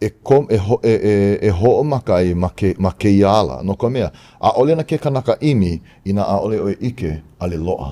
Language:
Hawaiian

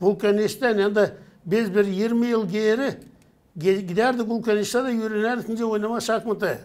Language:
Gagauz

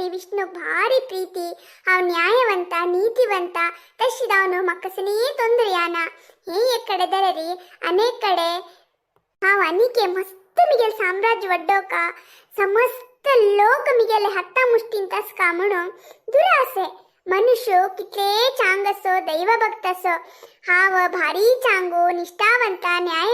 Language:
Konkani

